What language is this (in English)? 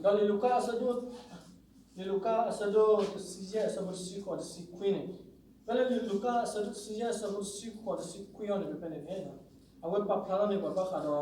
S'gaw Karen